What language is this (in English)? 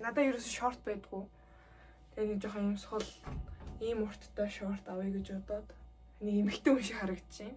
Mongolian